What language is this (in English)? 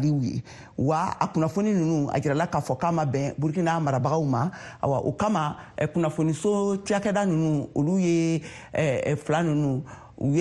Bambara